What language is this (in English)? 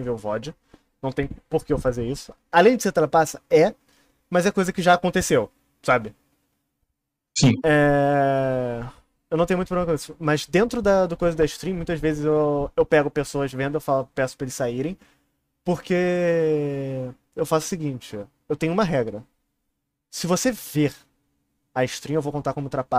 Portuguese